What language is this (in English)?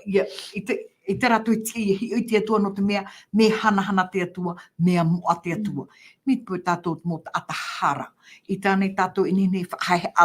Tahitian